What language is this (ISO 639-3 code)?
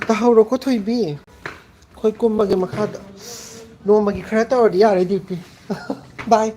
mni